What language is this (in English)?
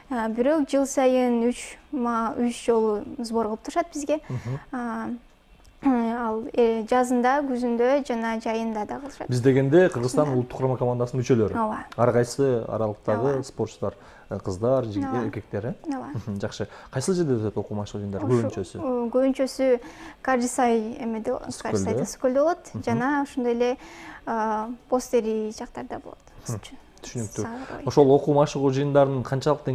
Kyrgyz